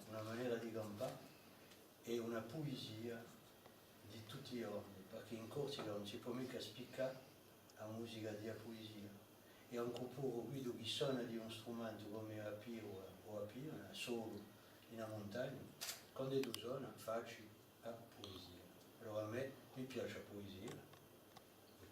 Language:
Corsican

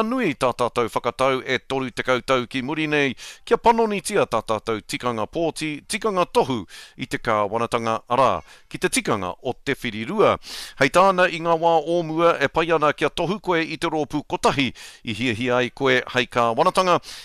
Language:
Māori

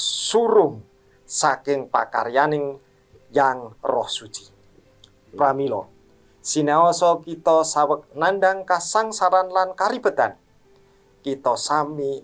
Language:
Javanese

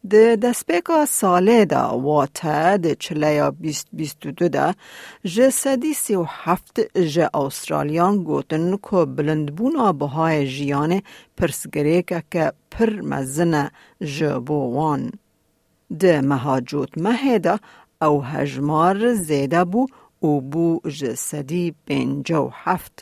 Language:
Kurdish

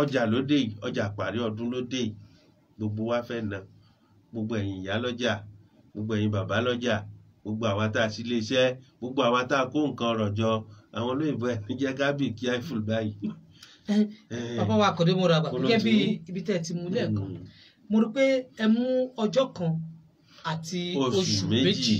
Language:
Yoruba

